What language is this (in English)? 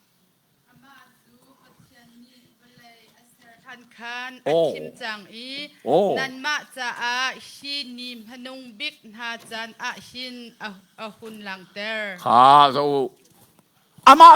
Hakha Chin